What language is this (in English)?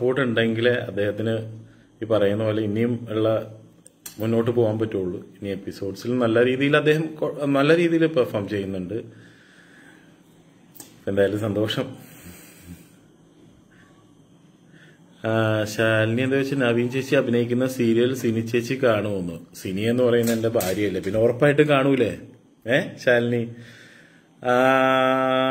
Malayalam